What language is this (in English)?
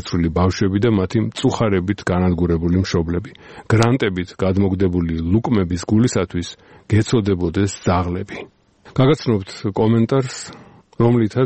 Georgian